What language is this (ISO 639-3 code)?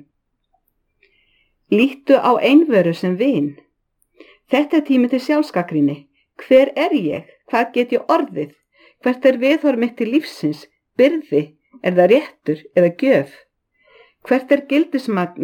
isl